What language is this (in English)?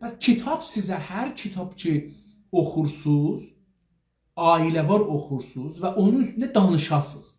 South Azerbaijani